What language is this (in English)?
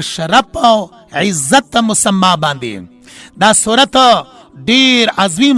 Pashto